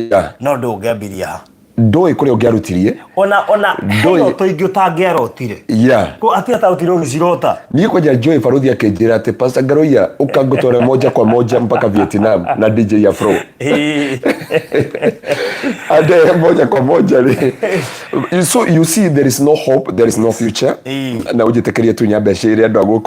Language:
Kikuyu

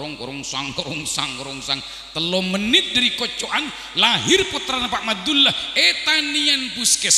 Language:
Madurese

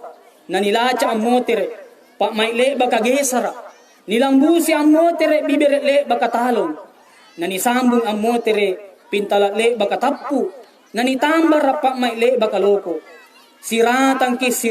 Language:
Makasar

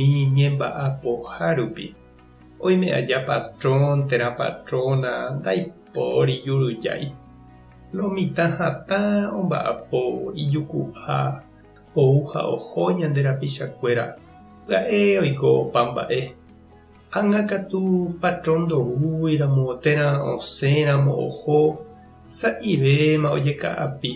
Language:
Guarani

